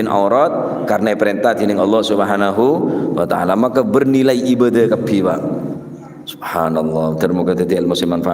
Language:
Madurese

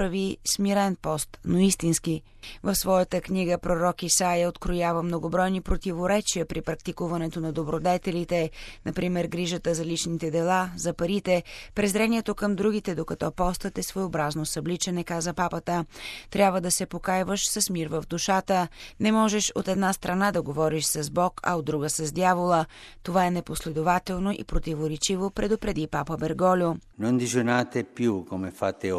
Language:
Bulgarian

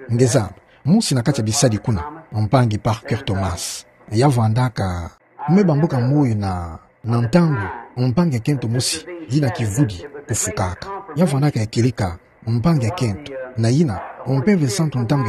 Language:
Kituba (Democratic Republic of Congo)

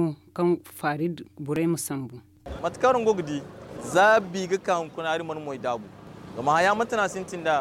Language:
Zarma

